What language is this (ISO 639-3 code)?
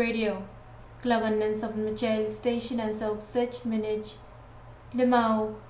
pon